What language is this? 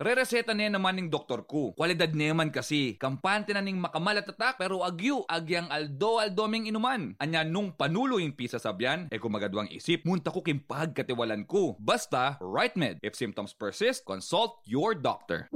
Pampanga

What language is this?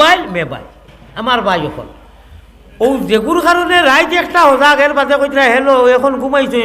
Sylheti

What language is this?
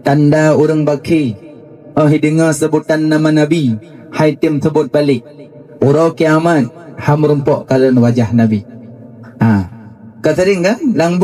Achinese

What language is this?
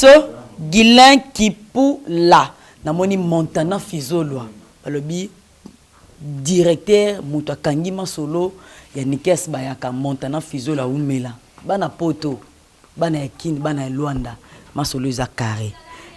Lingala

